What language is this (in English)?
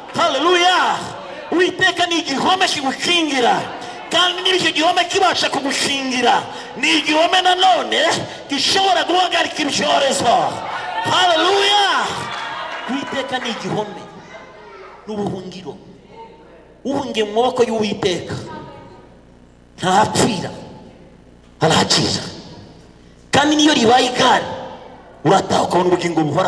Kinyarwanda